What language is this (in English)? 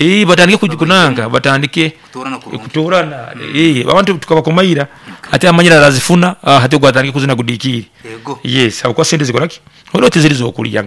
Nyankole